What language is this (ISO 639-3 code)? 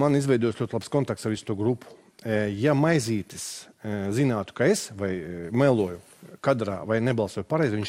lav